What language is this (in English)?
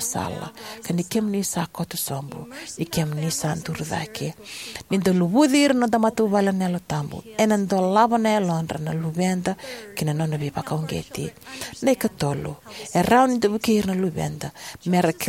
Fijian